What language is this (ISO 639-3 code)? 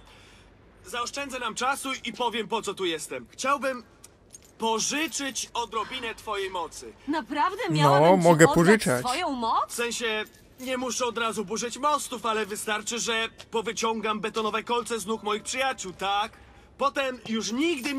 pol